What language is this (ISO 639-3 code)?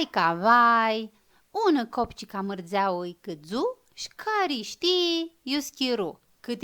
rup